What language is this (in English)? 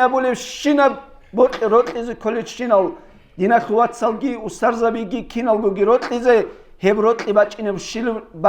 Avaric